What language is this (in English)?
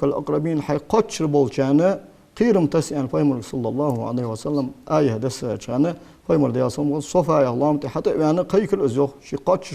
Ingush